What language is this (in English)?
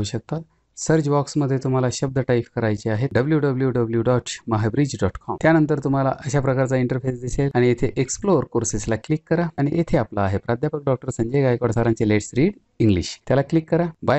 Marathi